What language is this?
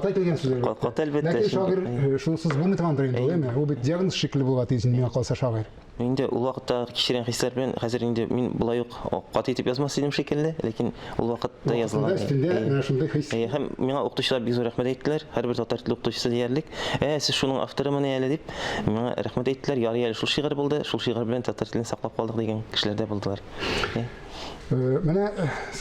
Tatar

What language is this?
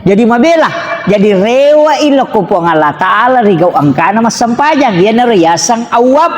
Buginese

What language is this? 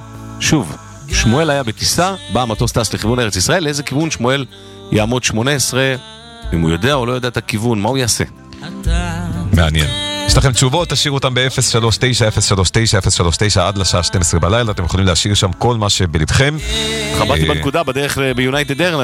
Hebrew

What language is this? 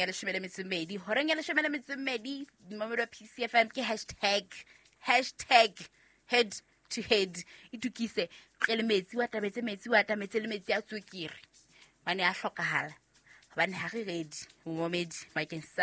Southern Sotho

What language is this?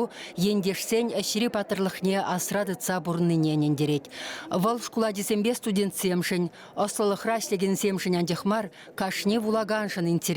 Chuvash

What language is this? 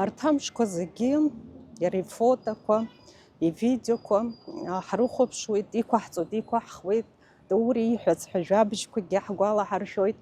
Abkhazian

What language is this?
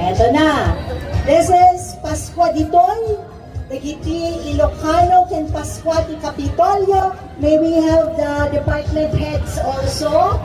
Iloko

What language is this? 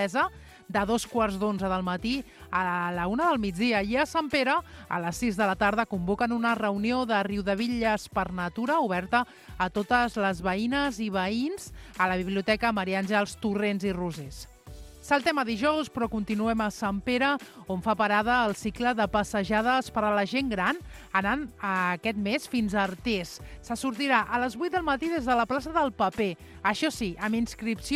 Catalan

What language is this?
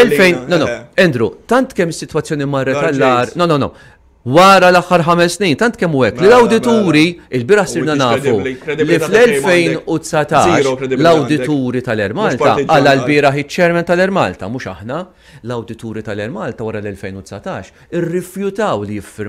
Maltese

